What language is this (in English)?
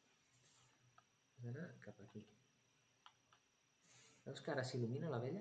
Catalan